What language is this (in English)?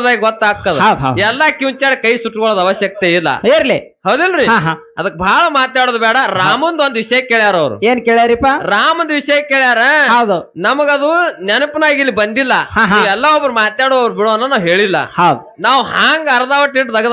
Kannada